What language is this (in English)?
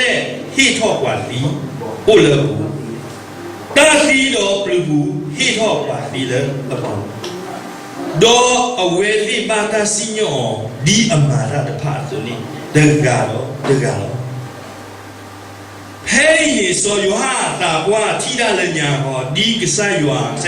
S'gaw Karen